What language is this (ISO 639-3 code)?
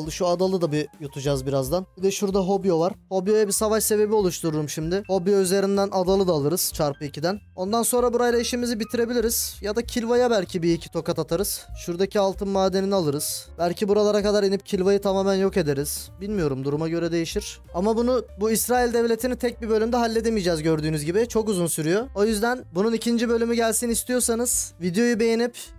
tur